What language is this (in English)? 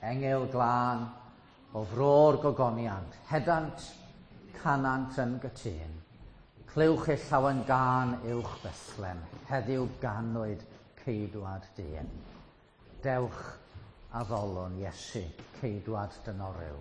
Welsh